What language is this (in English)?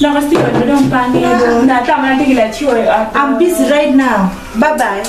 Acoli